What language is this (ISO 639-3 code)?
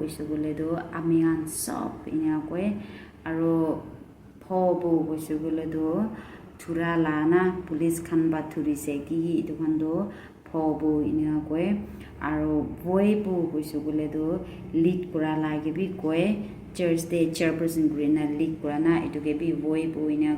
nag